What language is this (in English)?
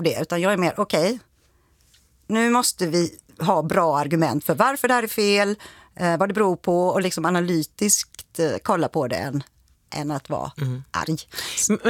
Swedish